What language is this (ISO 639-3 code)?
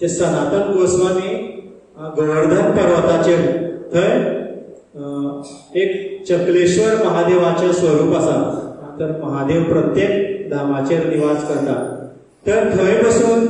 kok